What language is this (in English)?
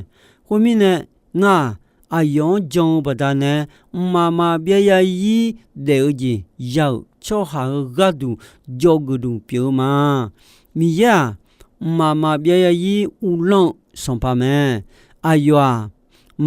Akha